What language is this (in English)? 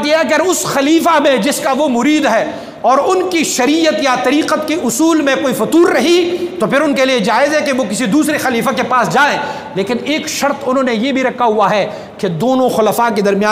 Urdu